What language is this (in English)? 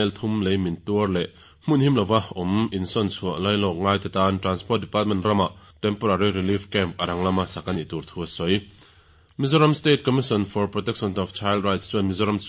Mizo